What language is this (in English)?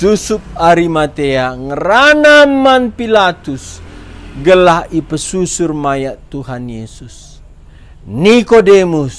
Batak Karo